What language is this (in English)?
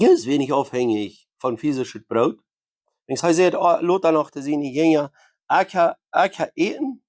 Plautdietsch